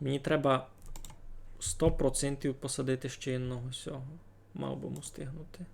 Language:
Rusyn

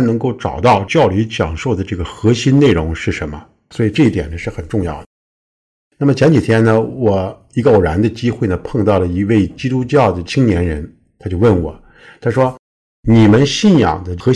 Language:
Chinese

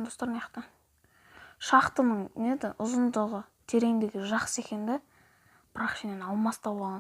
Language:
Kazakh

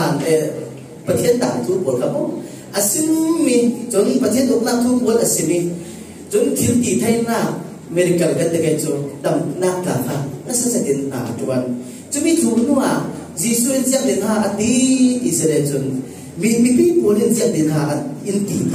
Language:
Falam Chin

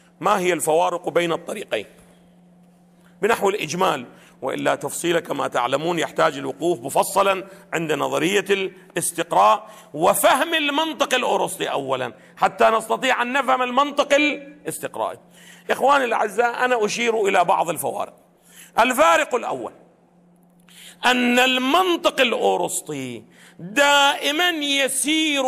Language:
Arabic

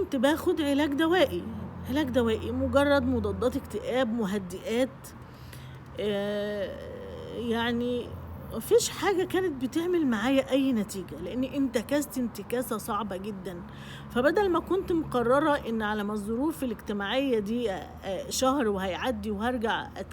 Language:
Egyptian Arabic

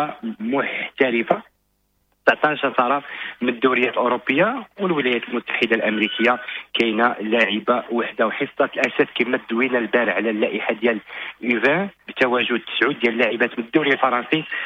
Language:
Moroccan Arabic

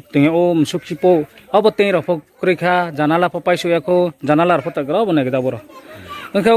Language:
Riang (India)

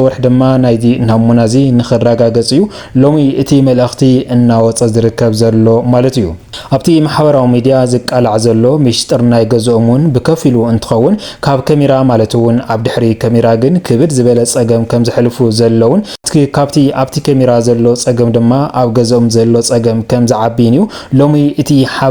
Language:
Tigrinya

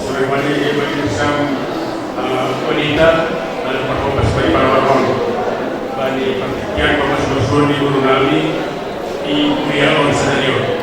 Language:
Batak Simalungun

